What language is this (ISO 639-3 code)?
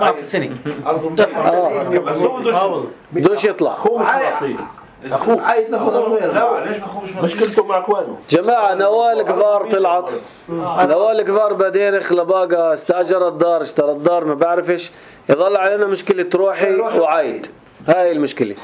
apc